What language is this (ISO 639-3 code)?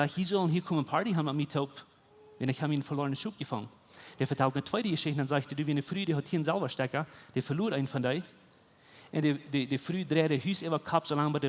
pdt